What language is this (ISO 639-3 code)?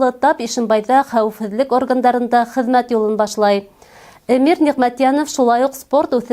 bak